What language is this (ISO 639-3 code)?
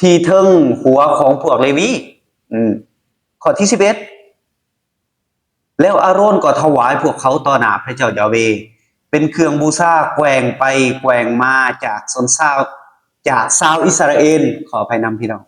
lao